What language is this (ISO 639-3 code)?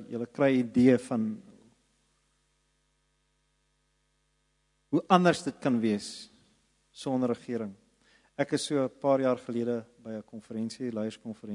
afr